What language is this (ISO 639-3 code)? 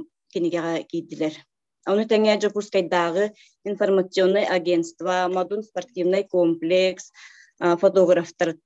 sah